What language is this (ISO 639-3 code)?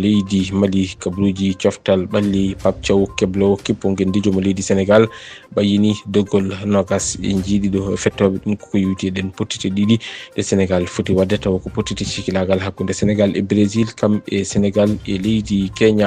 ful